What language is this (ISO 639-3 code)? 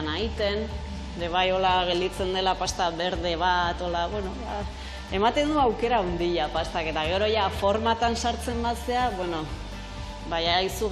eus